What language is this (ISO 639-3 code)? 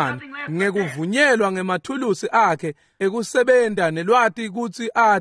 ssw